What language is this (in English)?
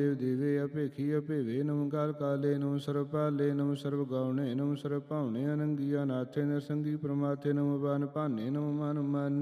Punjabi